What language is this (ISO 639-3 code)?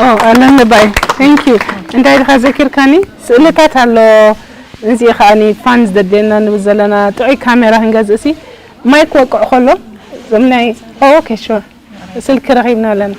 tir